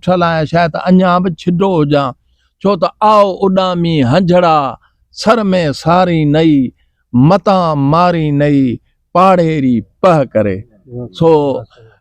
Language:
Sindhi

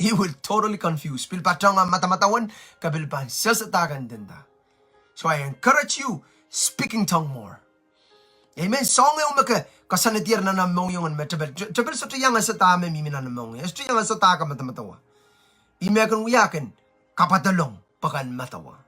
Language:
Pohnpeian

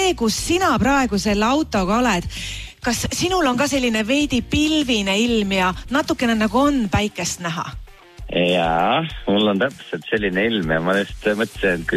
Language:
Estonian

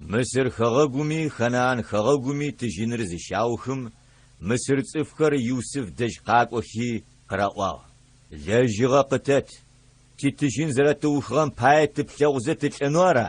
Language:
Adyghe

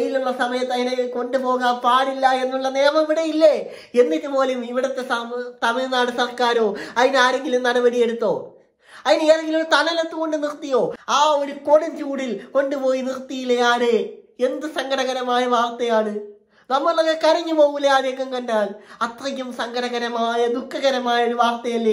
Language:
Malayalam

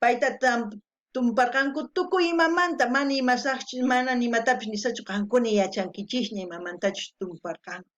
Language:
South Bolivian Quechua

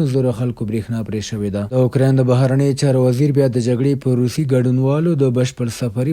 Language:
Pashto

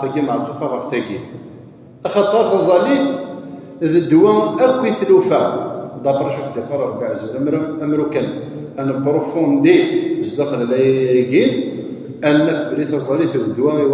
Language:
Kabyle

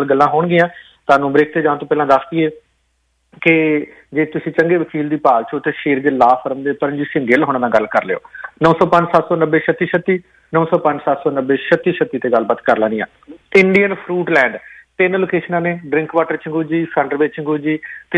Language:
Punjabi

